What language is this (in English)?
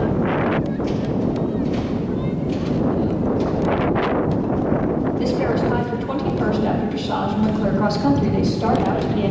English